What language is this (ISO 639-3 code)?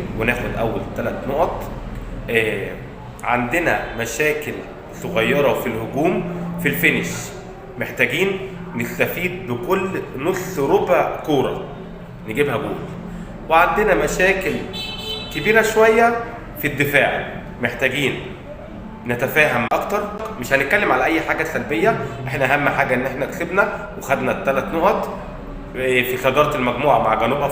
arz